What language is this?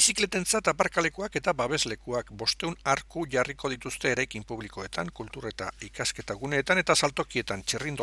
Basque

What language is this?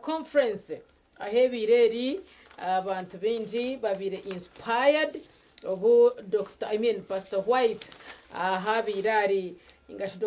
Nyankole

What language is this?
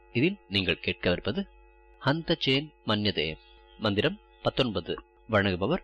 Tamil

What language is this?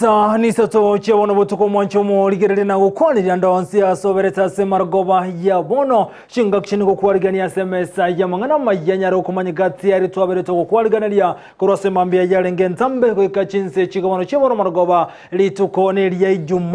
Gusii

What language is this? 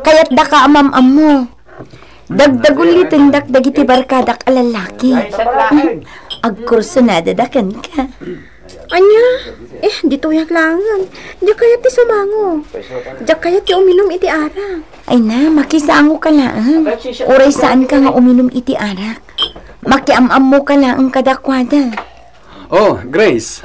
Iloko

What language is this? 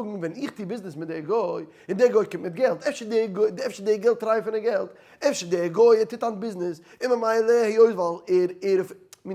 Yiddish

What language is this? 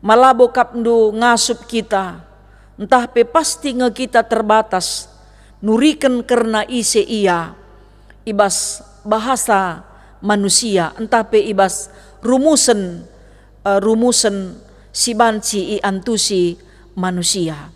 Batak Karo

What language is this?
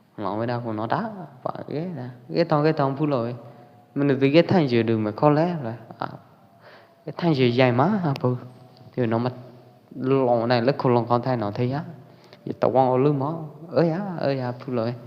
Pwo Eastern Karen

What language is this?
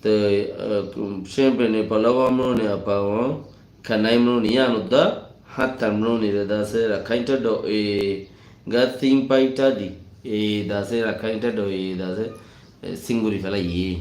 Rohingya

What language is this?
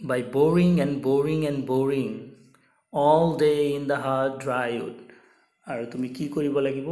Assamese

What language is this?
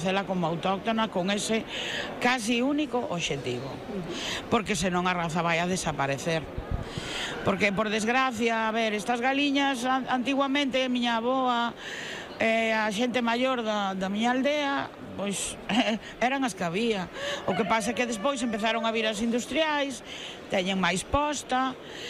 Galician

